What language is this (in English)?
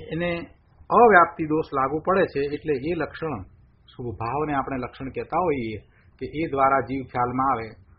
Gujarati